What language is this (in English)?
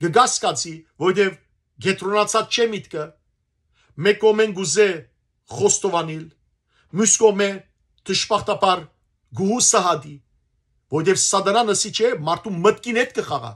Western Armenian